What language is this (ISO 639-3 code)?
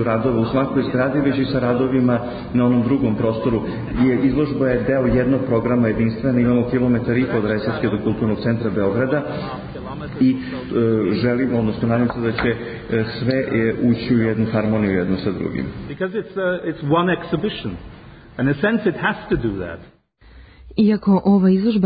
srp